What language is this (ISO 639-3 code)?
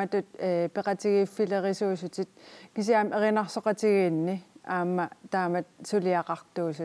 kal